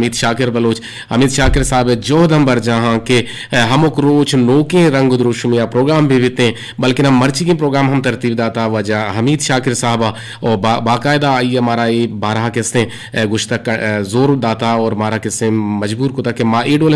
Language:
Eastern Balochi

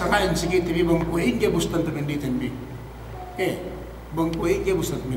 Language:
Yakan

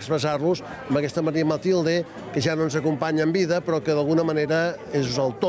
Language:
Catalan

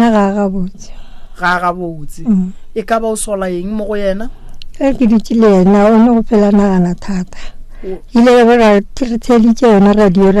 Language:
Northern Sotho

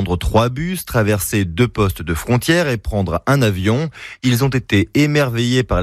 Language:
French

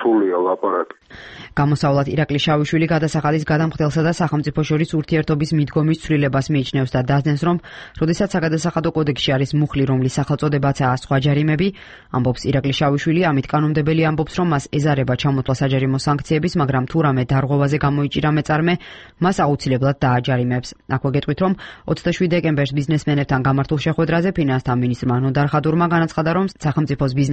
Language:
Georgian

